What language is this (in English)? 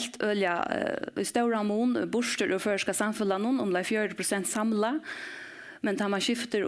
Faroese